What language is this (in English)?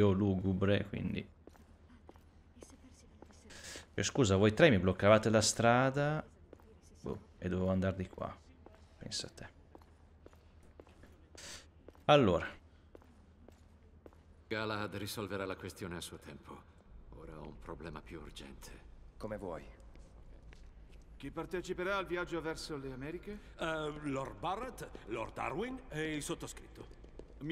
Italian